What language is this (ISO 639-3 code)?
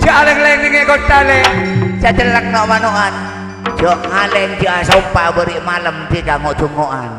mad